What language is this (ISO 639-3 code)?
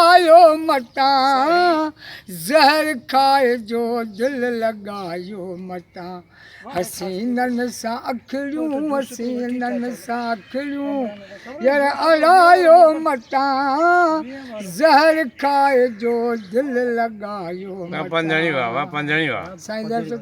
snd